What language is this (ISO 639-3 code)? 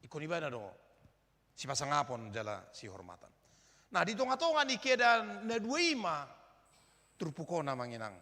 bbc